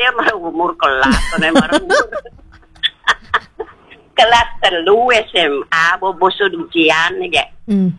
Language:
Balinese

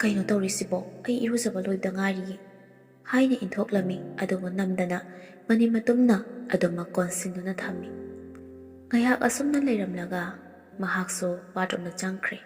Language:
Manipuri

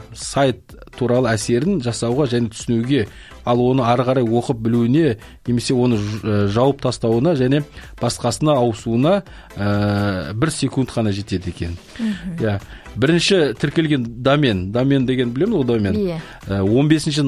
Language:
Kazakh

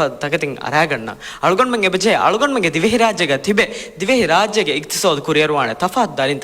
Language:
Divehi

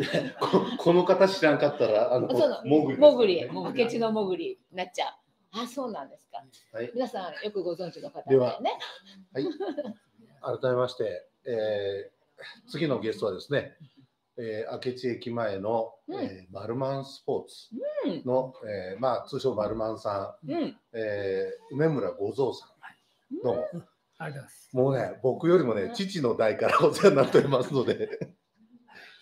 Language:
Japanese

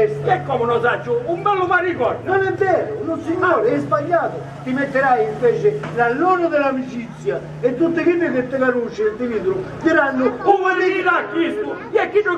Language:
Sicilian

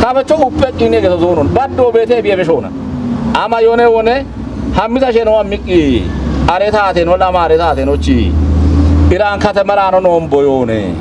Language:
Kafa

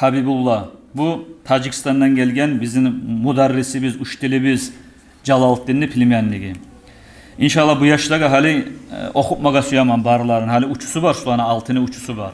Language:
Kumyk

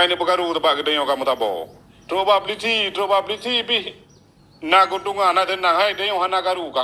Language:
Achinese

